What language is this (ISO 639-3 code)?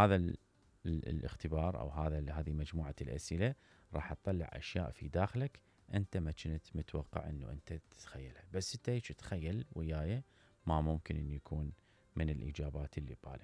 acm